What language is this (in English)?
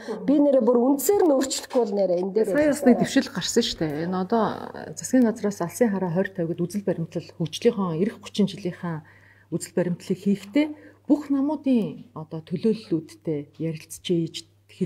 Mongolian